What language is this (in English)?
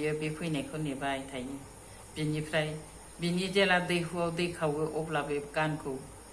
Bodo